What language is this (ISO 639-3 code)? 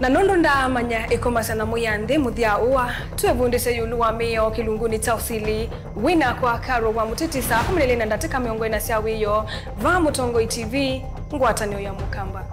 kam